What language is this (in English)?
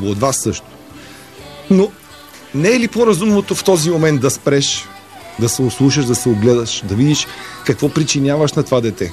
Bulgarian